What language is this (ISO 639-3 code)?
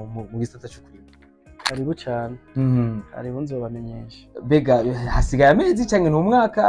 run